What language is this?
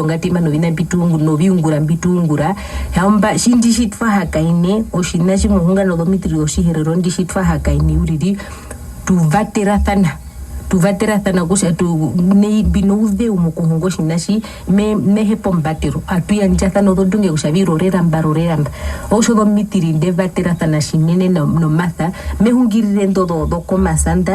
Herero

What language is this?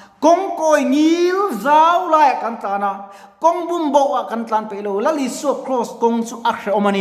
Mizo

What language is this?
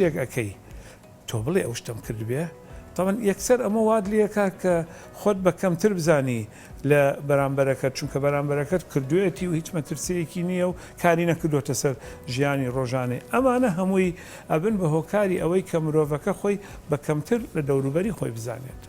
Central Kurdish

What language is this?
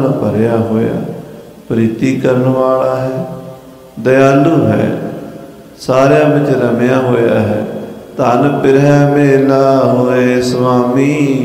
Punjabi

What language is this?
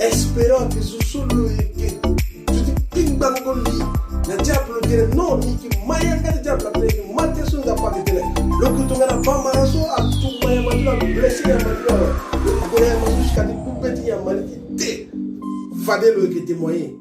Sango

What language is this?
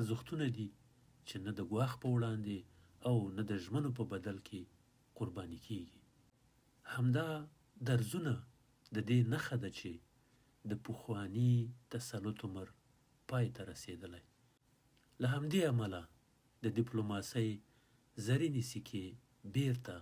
Pashto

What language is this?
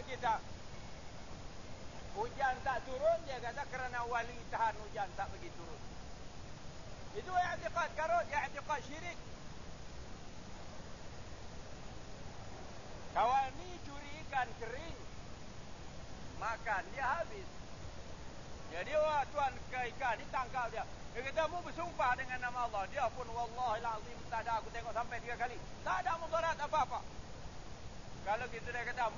Malay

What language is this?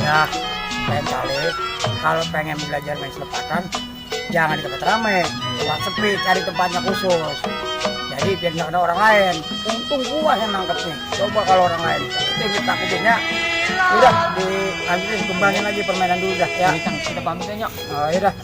Betawi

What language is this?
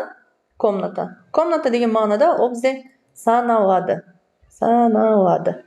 Kazakh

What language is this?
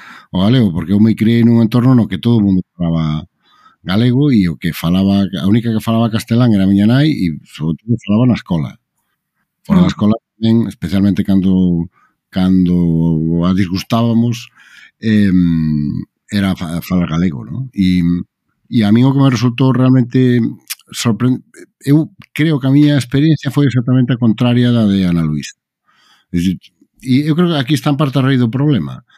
Galician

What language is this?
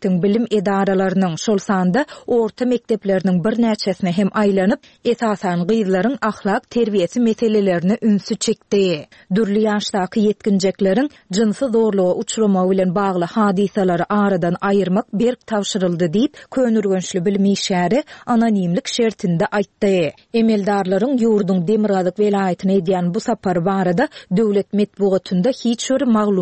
Turkmen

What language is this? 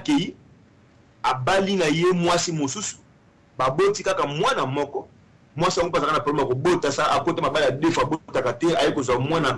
Lingala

